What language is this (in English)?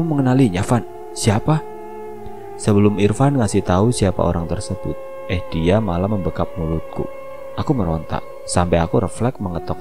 Indonesian